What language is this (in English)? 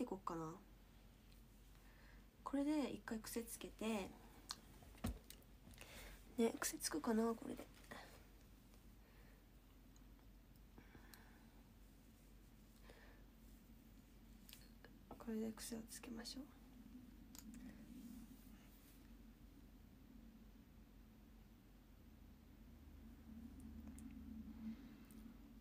Japanese